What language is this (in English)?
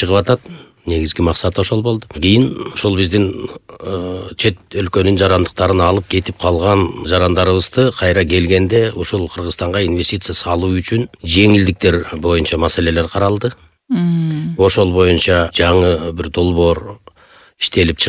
Kyrgyz